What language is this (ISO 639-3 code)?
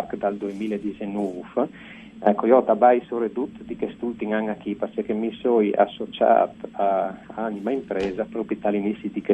fur